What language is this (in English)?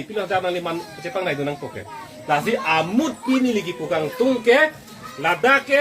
Karbi